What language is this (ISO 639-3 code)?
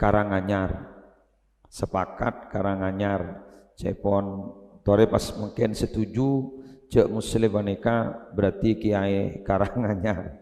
mad